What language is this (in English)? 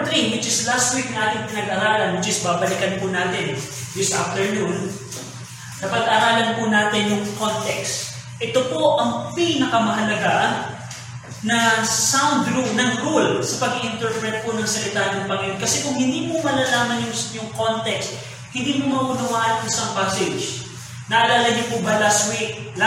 Filipino